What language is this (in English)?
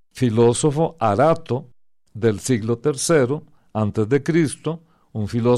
Spanish